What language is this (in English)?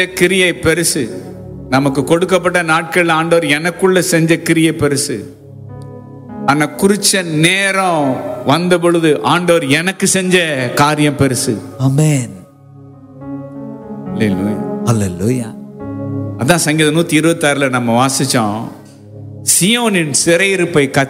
Tamil